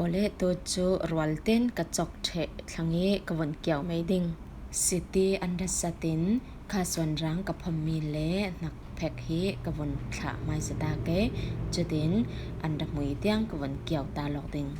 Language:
Falam Chin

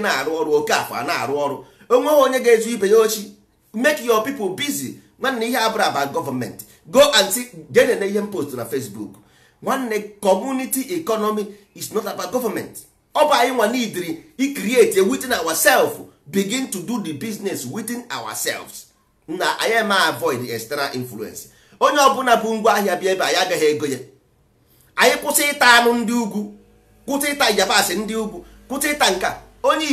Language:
Igbo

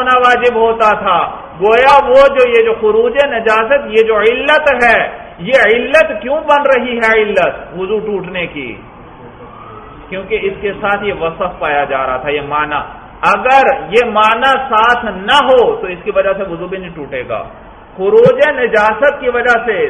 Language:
Urdu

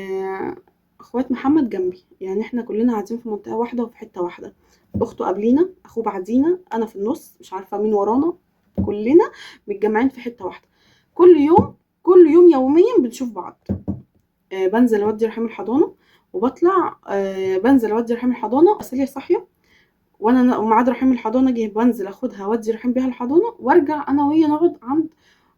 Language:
Egyptian Arabic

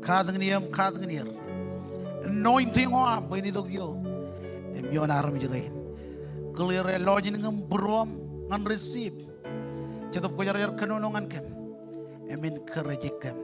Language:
Marshallese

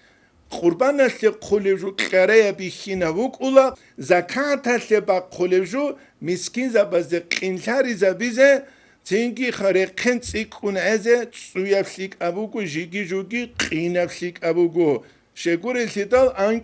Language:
Avaric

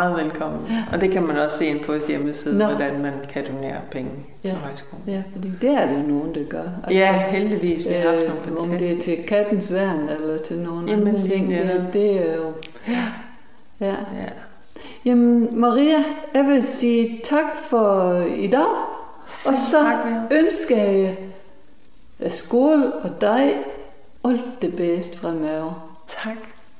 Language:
Danish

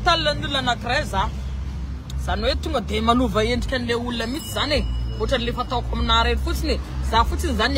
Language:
Malagasy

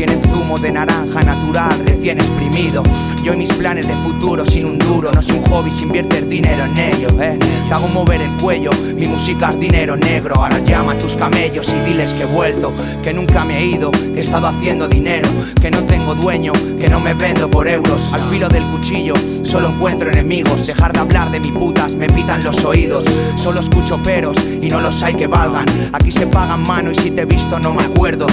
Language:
Spanish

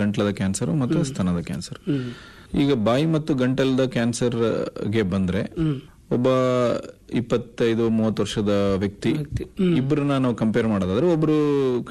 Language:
Kannada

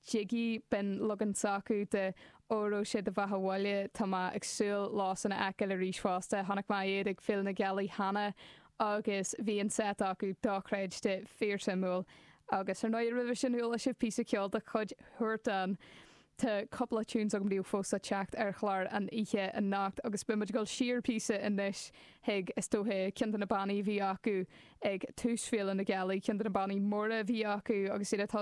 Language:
Irish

